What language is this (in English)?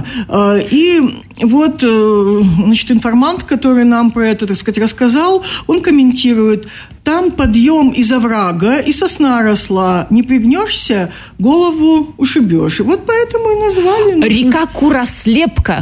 Russian